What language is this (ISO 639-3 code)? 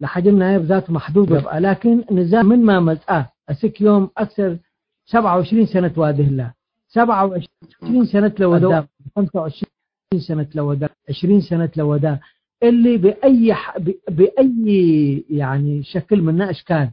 tig